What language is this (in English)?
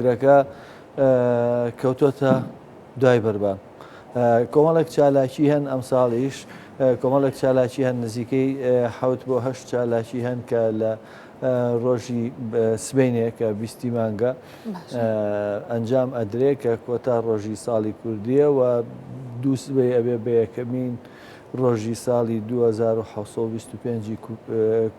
Central Kurdish